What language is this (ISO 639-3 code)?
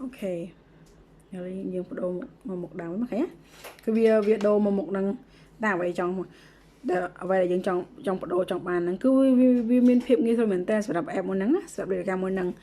khm